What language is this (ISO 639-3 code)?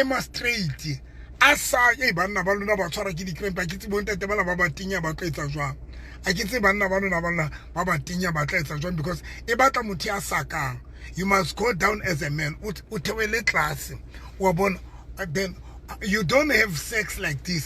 sot